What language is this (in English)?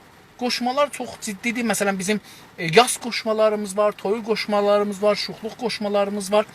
South Azerbaijani